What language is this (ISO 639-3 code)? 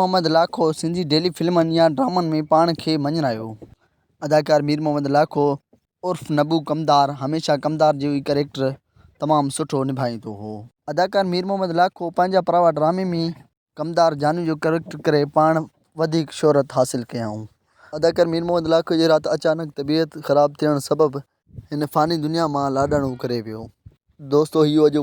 snd